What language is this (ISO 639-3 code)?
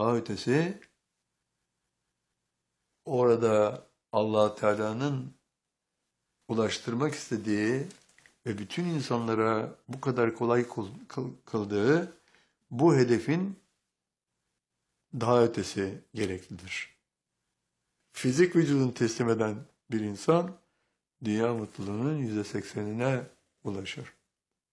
tur